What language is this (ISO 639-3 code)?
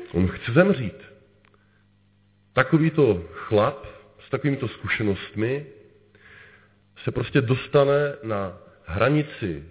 ces